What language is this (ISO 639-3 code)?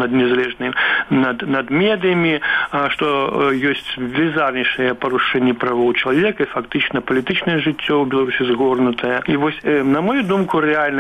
bel